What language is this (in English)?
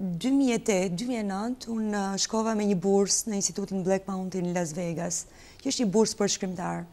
Albanian